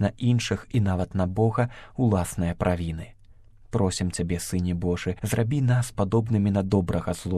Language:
Belarusian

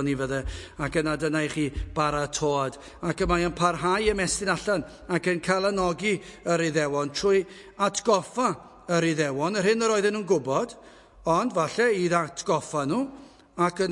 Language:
Welsh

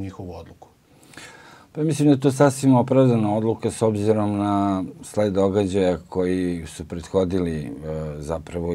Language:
Serbian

